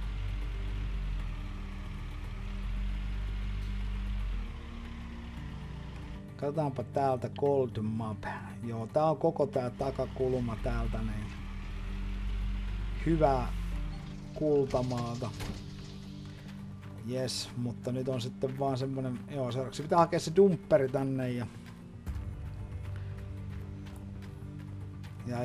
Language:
Finnish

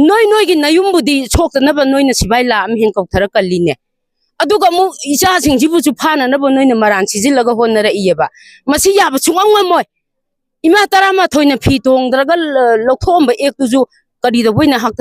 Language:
Manipuri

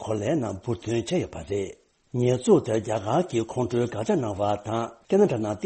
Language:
Tibetan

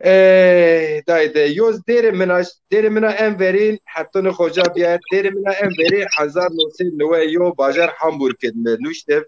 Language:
Zaza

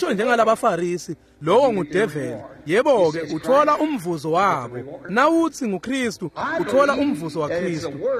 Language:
Swati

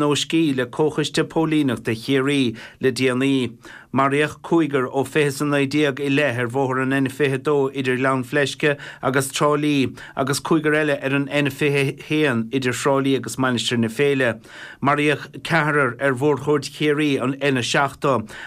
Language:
Irish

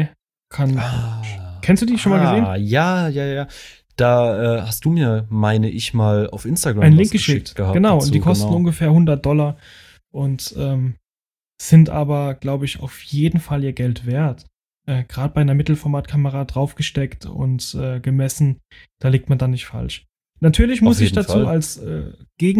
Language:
German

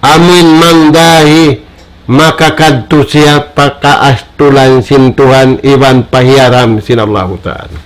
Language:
Tausug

